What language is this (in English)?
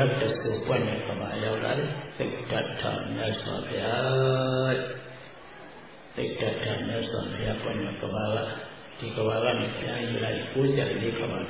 Burmese